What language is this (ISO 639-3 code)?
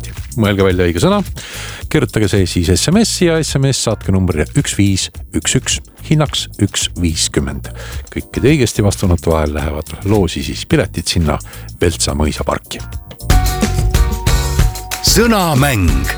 est